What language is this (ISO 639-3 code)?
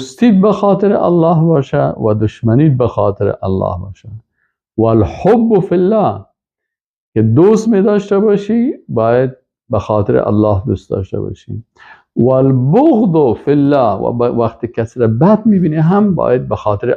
fas